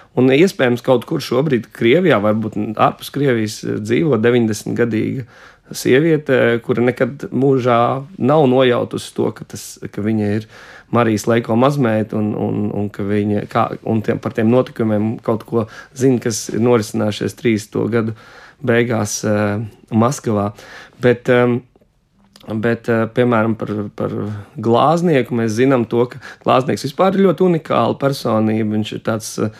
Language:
Latvian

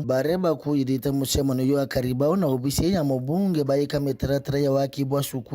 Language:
Meru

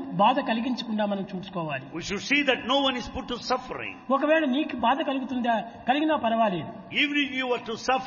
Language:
Telugu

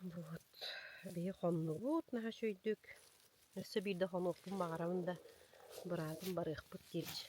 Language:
Yakut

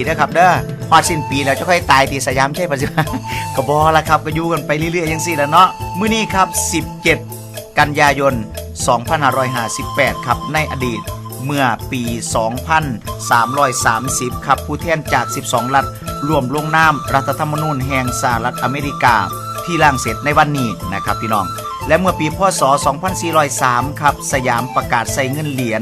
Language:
Northeastern Thai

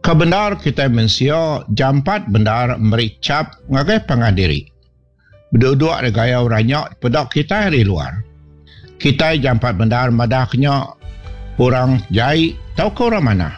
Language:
Iban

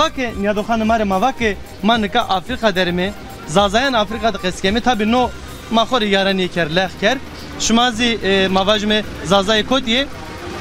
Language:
Zaza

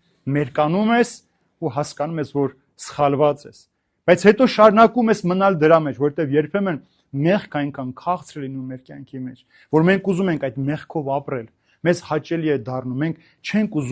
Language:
Armenian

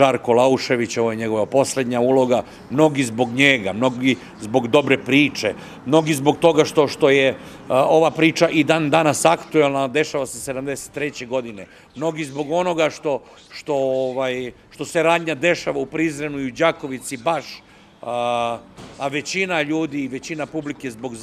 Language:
Serbian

